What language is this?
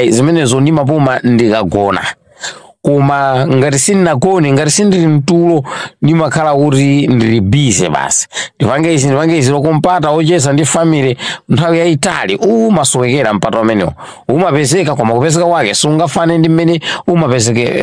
Nyanja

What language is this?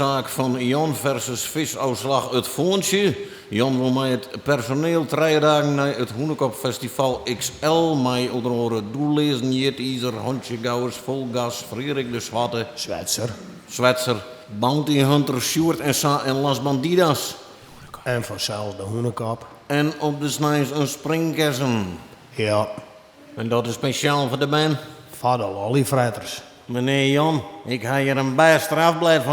Western Frisian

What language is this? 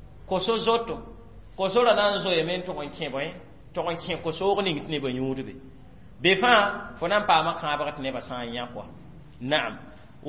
Mossi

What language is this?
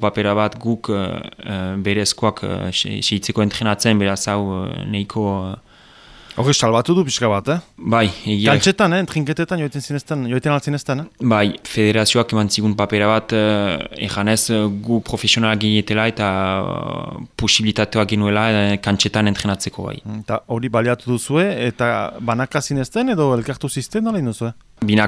Basque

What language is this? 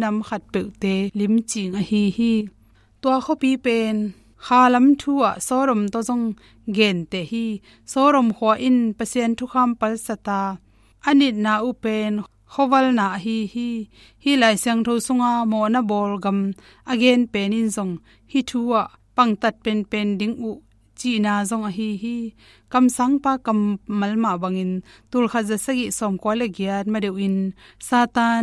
Tedim Chin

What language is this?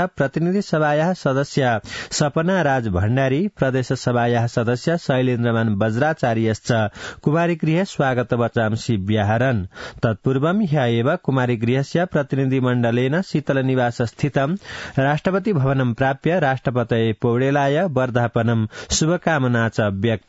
Sanskrit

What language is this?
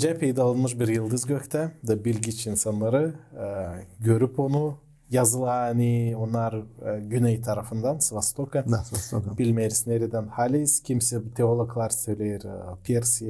Gagauz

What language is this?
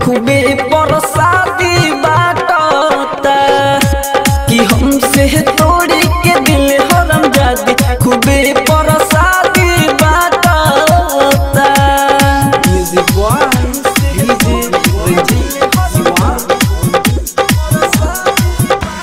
Bhojpuri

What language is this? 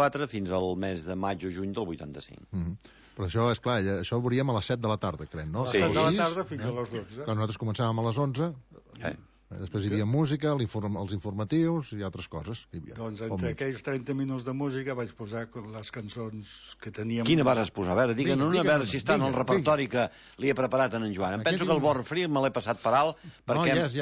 Catalan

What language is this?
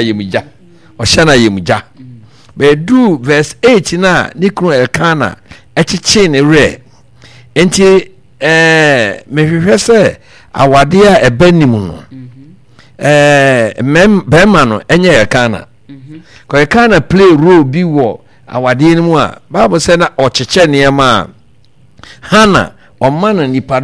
Akan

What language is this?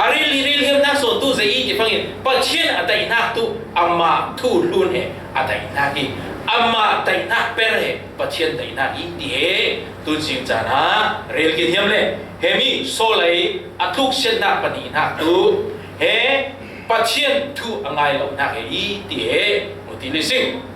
Falam Chin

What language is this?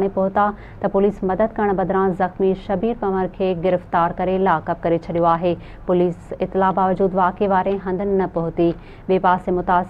Sindhi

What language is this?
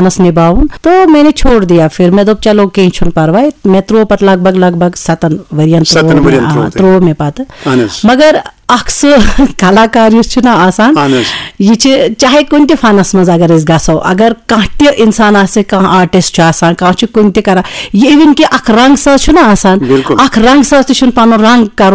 Kashmiri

